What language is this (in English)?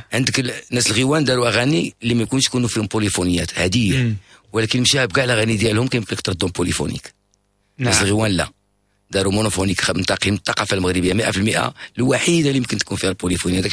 Moroccan Arabic